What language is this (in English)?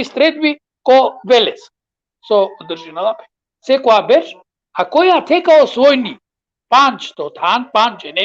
Balkan Romani